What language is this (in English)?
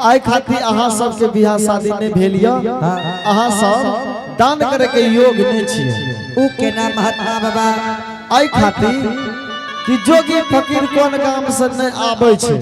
Angika